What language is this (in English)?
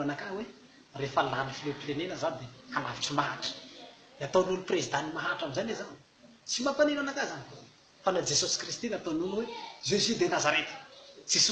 Malagasy